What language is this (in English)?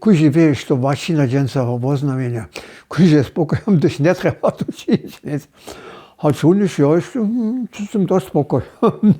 Upper Sorbian